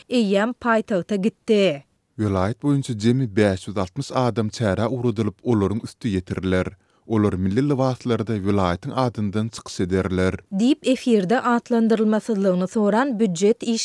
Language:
Turkmen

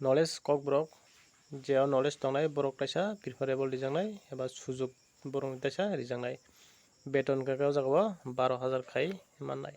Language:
Kok Borok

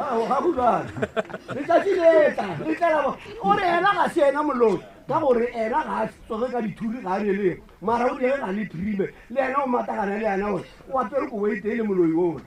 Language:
Northern Sotho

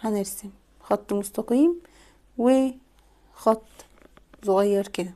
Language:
Egyptian Arabic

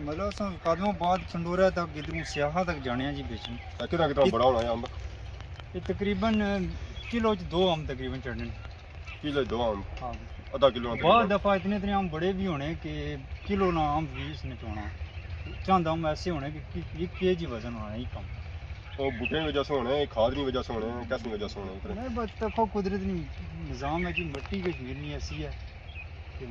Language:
Pahari-Potwari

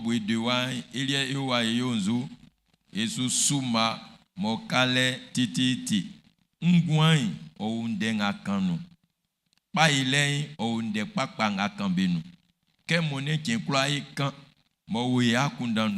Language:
Baoulé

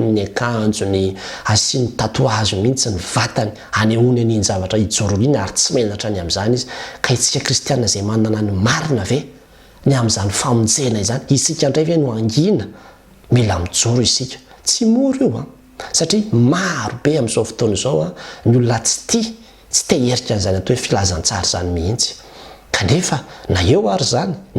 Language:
Malagasy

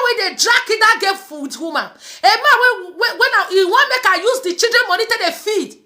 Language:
Nigerian Pidgin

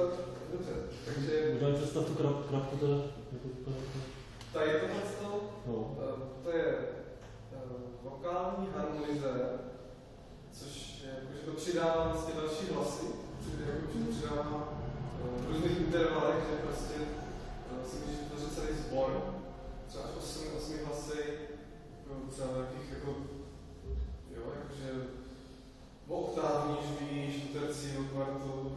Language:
Czech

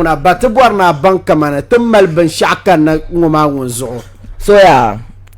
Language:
Dagbani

